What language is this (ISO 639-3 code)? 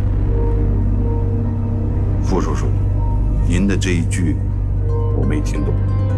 zho